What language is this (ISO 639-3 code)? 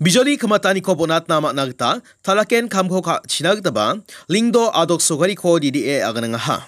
grt